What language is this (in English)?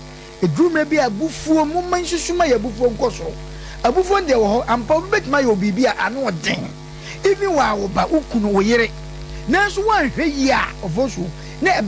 Akan